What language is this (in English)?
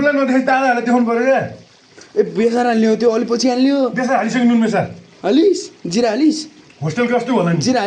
Nepali